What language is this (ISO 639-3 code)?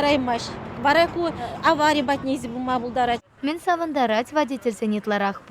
chv